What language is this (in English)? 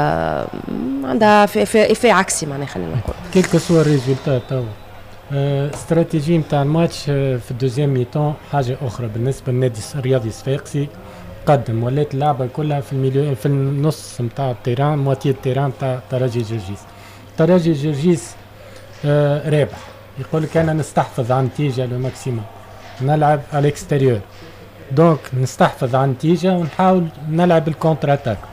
Tunisian Arabic